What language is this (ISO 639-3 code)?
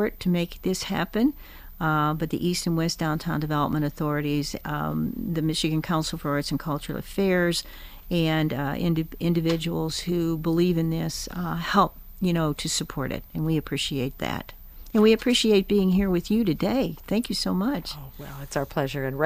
eng